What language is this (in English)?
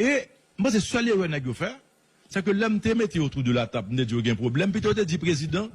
Haitian Creole